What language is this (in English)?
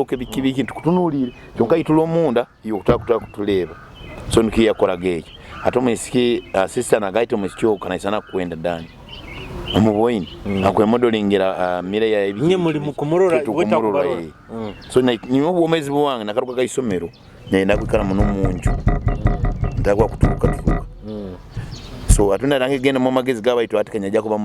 Nyoro